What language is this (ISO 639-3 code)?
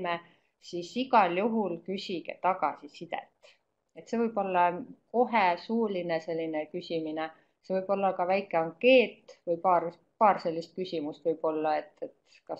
est